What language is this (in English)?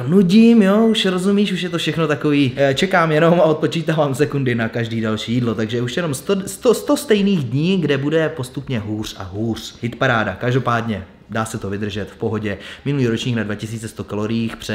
Czech